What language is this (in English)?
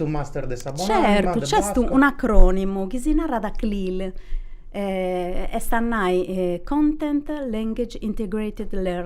Sardinian